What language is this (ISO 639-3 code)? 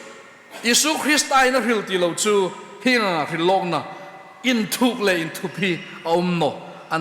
hmr